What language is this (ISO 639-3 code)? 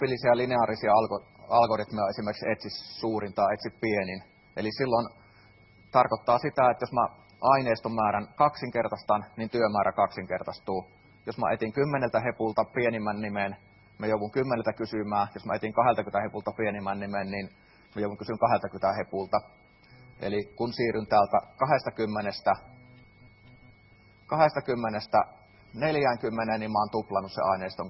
fin